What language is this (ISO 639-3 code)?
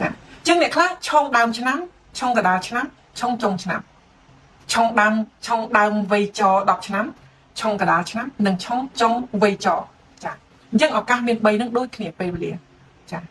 khm